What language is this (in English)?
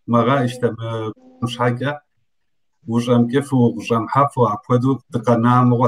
Kabardian